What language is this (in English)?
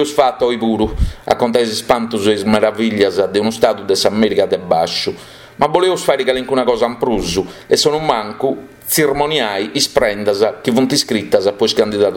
Sardinian